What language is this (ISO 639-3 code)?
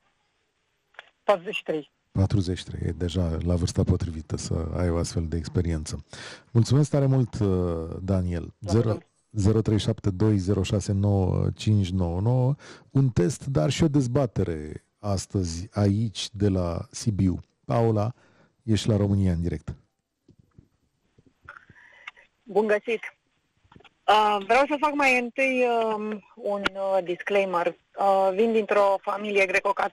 ron